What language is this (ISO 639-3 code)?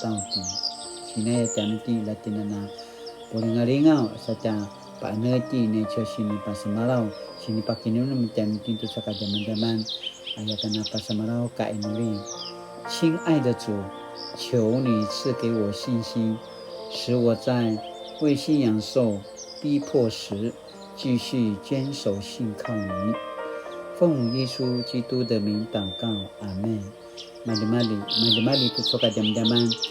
pwn